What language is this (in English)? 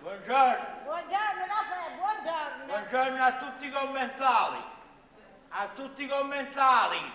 Neapolitan